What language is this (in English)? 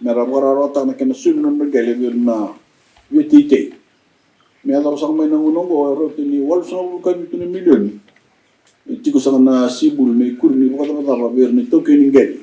Fijian